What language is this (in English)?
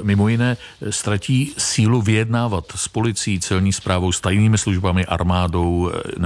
Czech